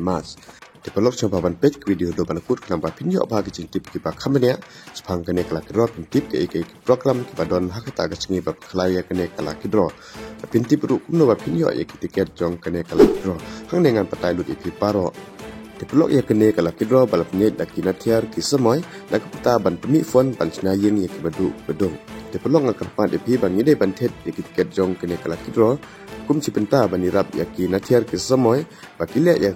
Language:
Khasi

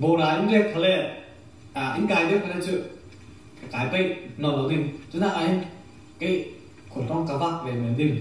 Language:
Falam Chin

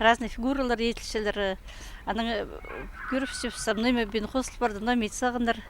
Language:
Khakas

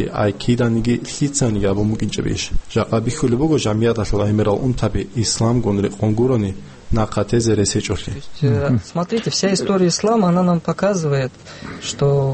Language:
Avaric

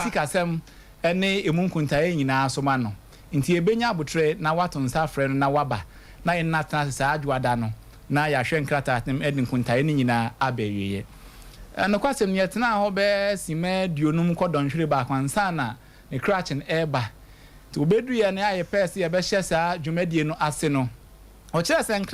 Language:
Akan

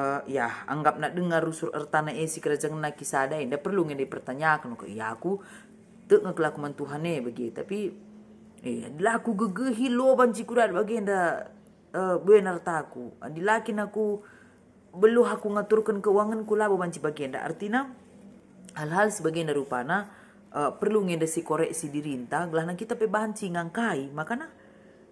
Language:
Batak Karo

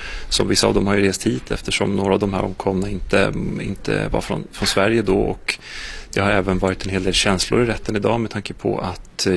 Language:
Swedish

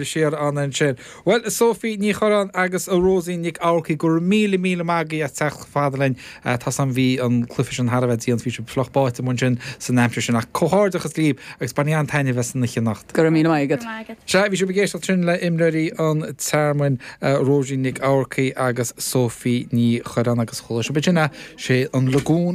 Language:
Irish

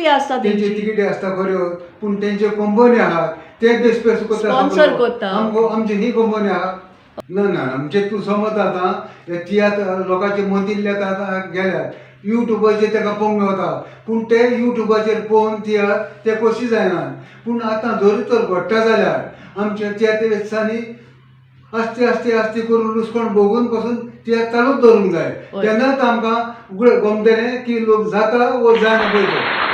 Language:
Konkani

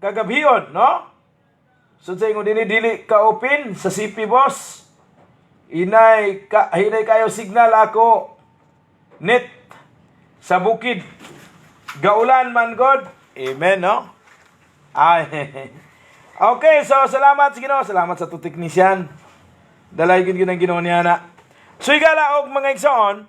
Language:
Cebuano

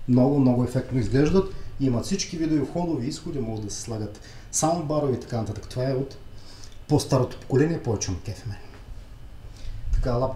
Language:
Bulgarian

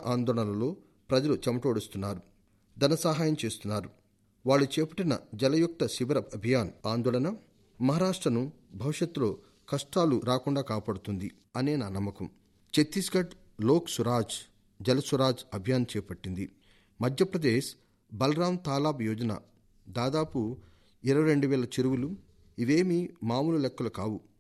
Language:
Telugu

